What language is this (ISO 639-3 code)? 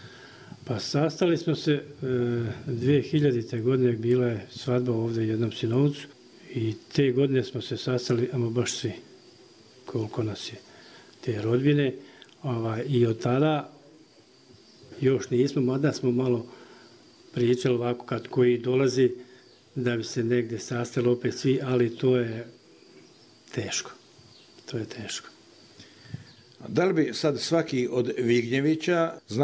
bos